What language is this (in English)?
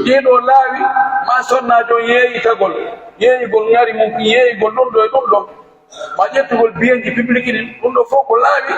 Pular